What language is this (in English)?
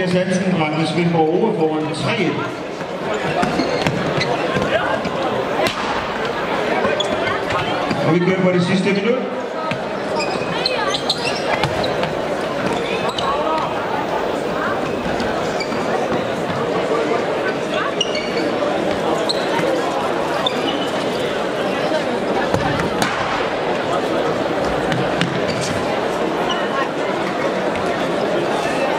Danish